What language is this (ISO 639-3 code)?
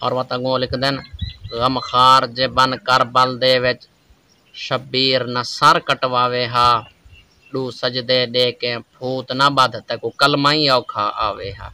skr